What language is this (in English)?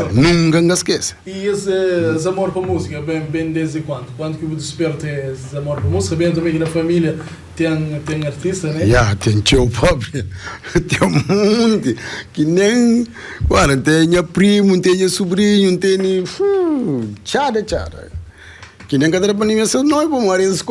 Kabuverdianu